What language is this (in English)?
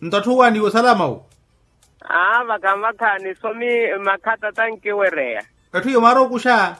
Makhuwa